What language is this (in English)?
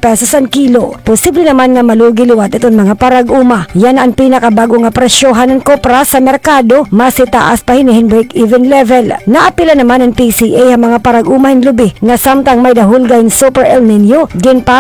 Waray